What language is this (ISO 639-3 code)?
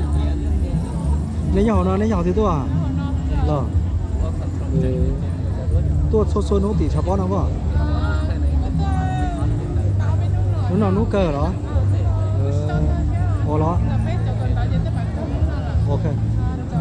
vie